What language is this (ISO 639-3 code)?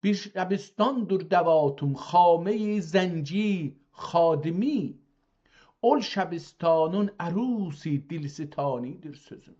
azb